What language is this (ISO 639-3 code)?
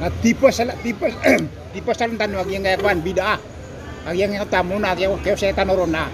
mrw